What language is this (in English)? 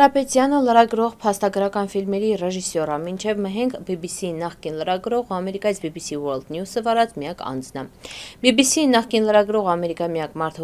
Armenian